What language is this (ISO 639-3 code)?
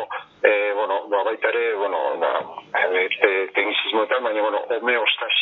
eus